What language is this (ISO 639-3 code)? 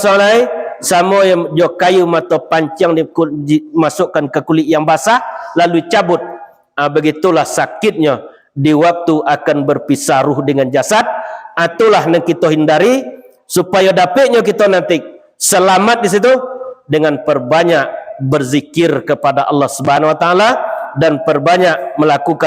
min